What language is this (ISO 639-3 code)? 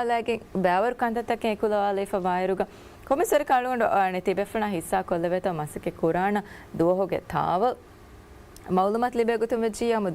div